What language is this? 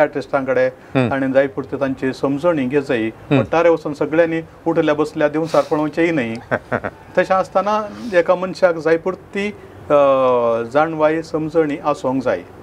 Konkani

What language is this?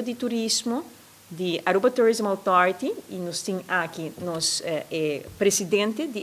Papiamento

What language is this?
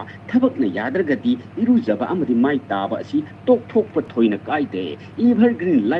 Manipuri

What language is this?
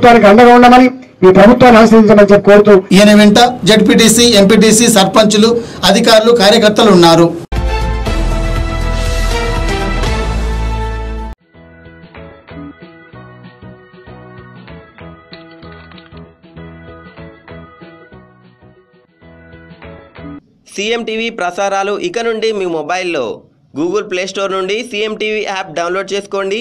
Telugu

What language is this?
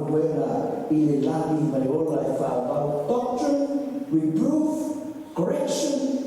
Samoan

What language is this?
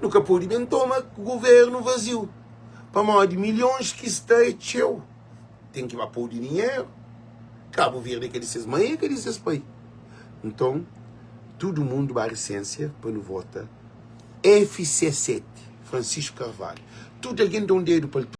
Kabuverdianu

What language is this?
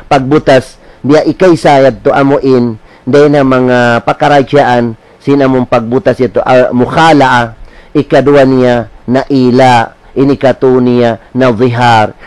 Tausug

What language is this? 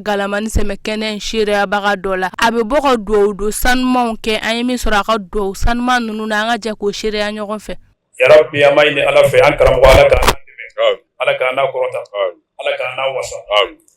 Bambara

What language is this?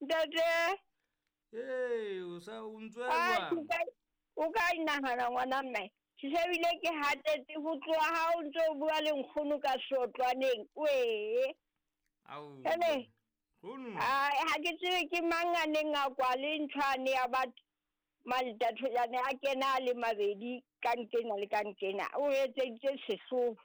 Southern Sotho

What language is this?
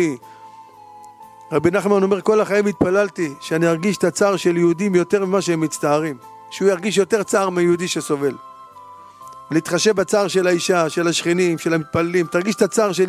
Hebrew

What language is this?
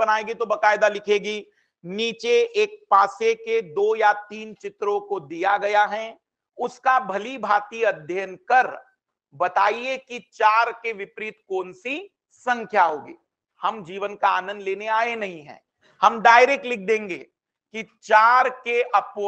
Hindi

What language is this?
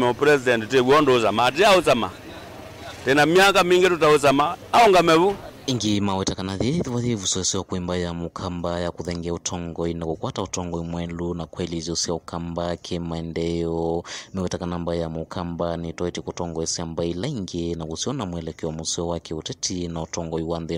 Kamba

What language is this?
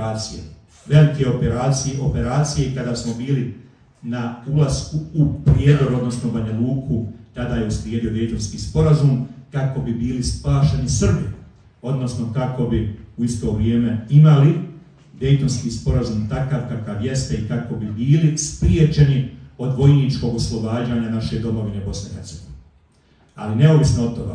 Bosnian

